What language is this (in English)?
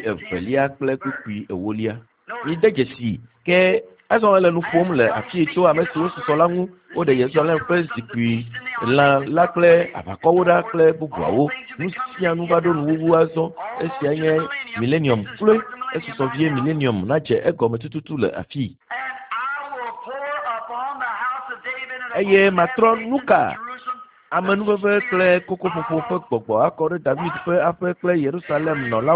Ewe